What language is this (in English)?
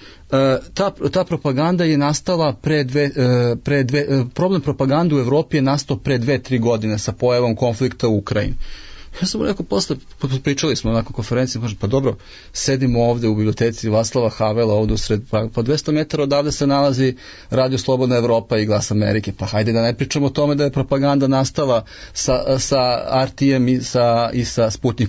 Serbian